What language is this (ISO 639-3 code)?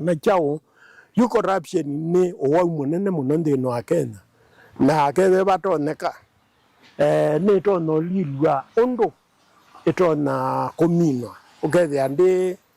kam